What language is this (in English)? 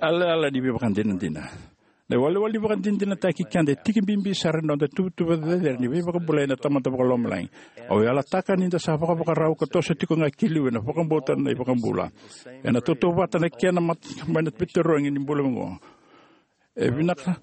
Fijian